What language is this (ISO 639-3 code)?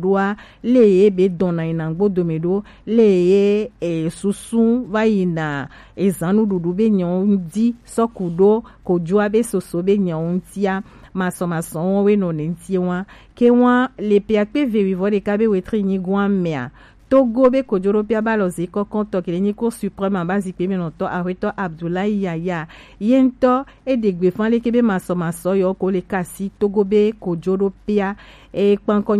gej